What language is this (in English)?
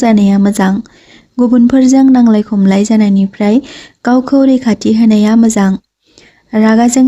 Bodo